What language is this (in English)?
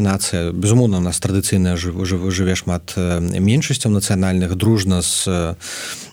Belarusian